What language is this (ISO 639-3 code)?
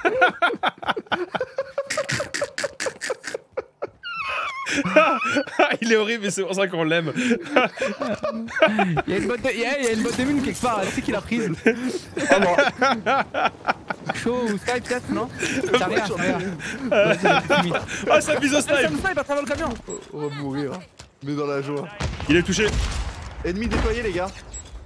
fra